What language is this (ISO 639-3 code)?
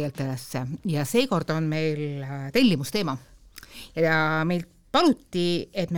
est